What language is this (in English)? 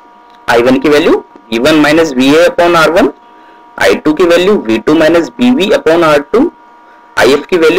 Hindi